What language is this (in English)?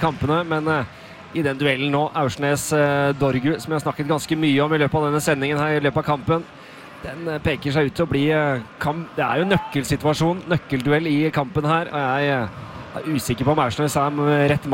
Norwegian